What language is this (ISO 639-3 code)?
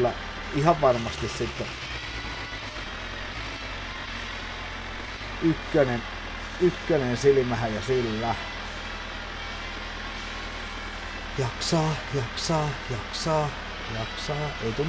fin